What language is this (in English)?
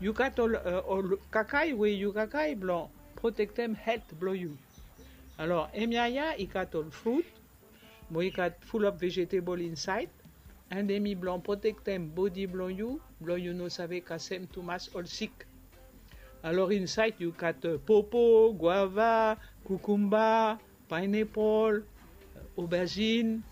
Bislama